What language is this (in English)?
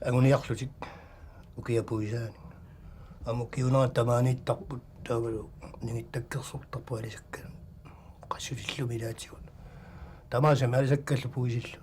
Kalaallisut